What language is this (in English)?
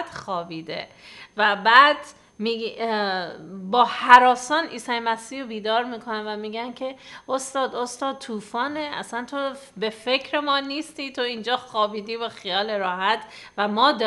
Persian